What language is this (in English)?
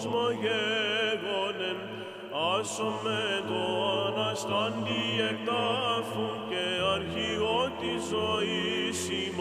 Greek